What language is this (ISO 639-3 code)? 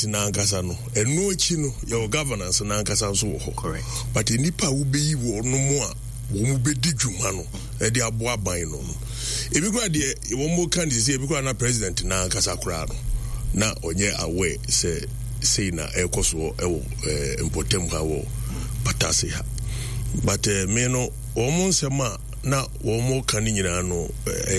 aka